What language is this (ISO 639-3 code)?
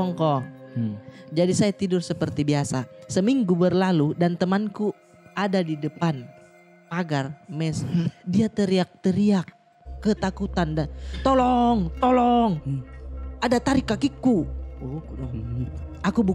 mfp